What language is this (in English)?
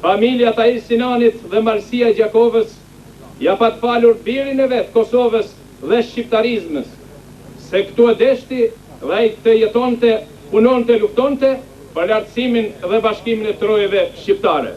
Albanian